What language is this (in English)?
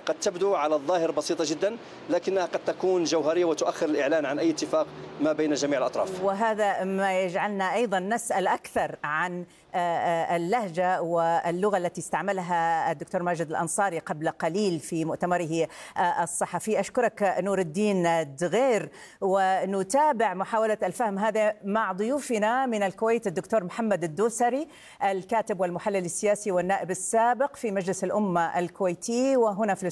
Arabic